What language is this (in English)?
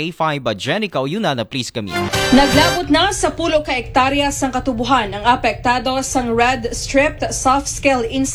Aklanon